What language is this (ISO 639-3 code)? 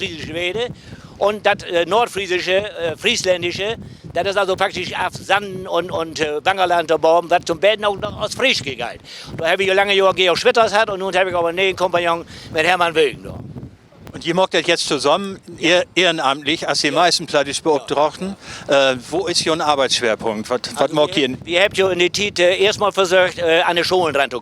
nds